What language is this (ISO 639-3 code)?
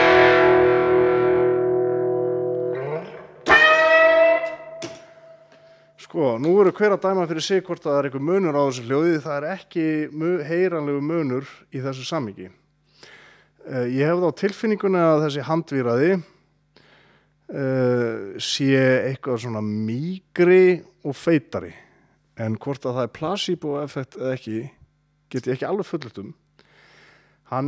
isl